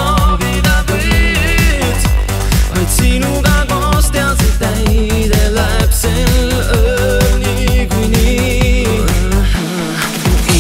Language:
Estonian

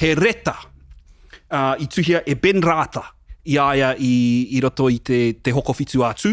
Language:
Māori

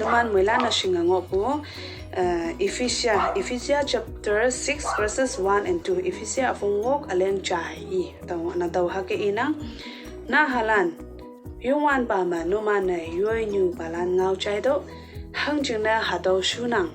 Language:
Konyak Naga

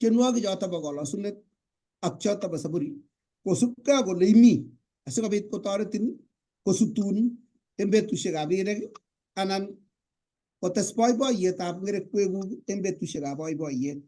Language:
Kalenjin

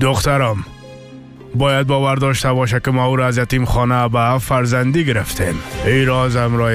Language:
Persian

